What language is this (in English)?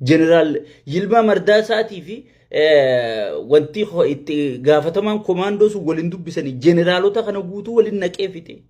Oromo